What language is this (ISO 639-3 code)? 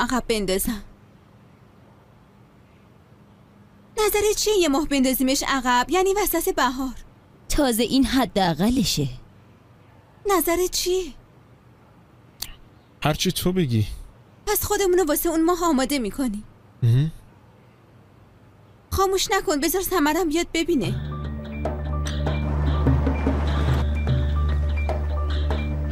fas